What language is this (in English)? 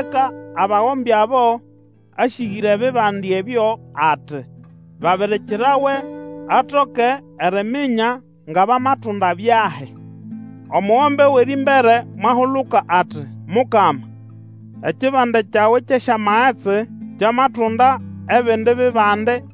Nande